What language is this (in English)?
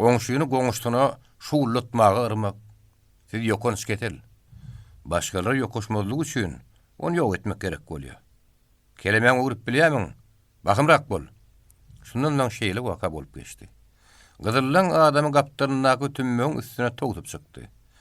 Turkmen